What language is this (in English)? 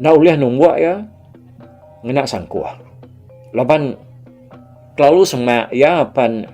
Iban